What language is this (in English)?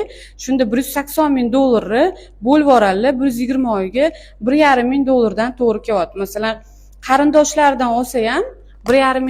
Uzbek